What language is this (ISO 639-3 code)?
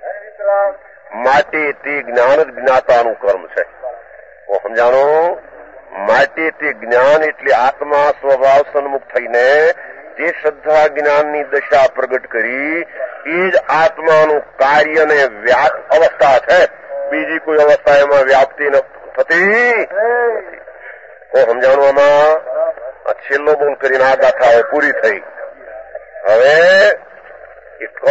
guj